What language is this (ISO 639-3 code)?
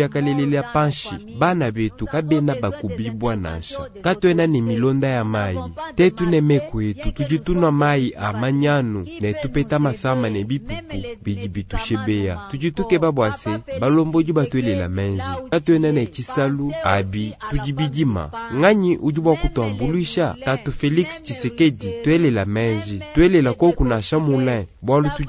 lua